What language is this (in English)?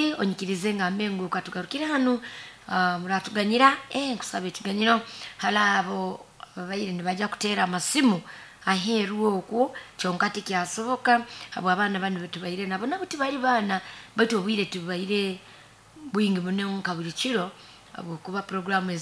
Nyoro